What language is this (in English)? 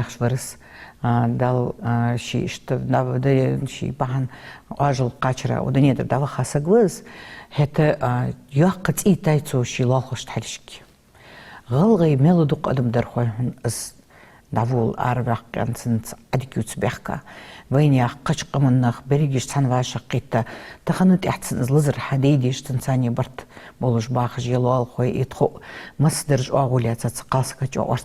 Ingush